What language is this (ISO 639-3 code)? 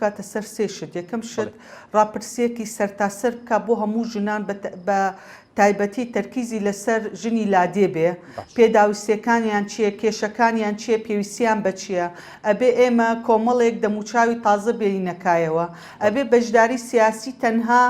ckb